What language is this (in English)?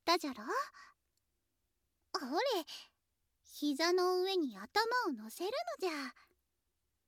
Japanese